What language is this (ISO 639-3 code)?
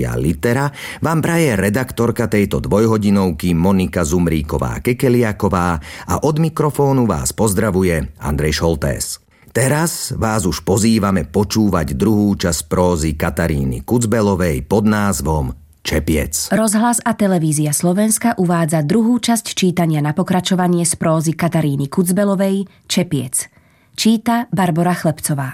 slk